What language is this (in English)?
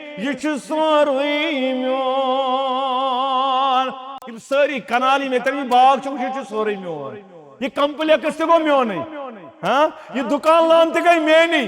Kashmiri